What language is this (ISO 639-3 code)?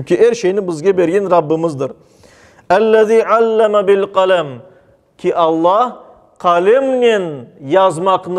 crh